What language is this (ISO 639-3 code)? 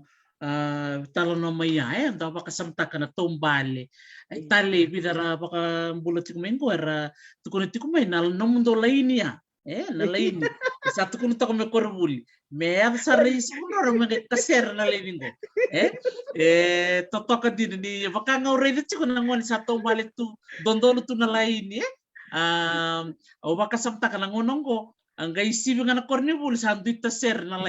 fij